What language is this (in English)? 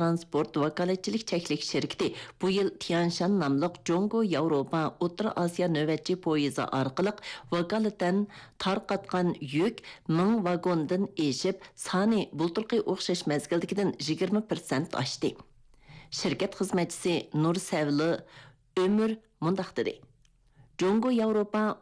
Uyghur